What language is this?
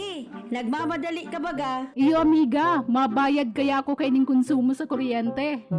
Bikol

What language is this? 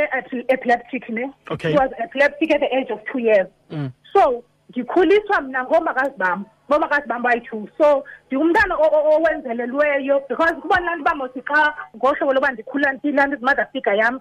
Xhosa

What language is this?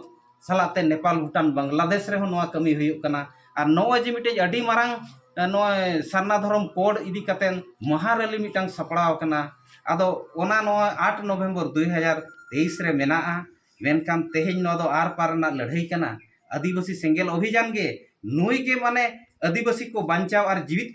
Santali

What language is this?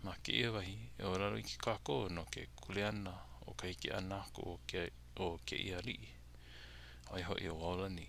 Hawaiian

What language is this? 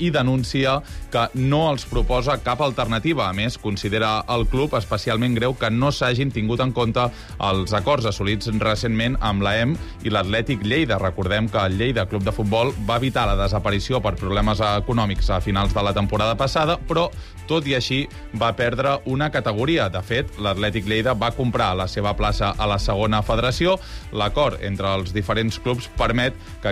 Catalan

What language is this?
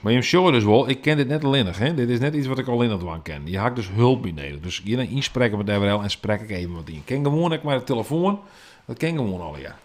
Western Frisian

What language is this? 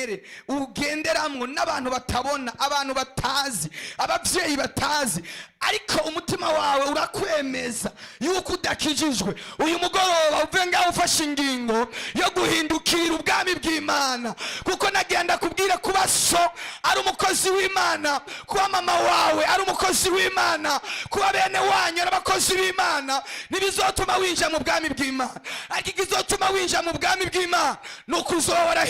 Rundi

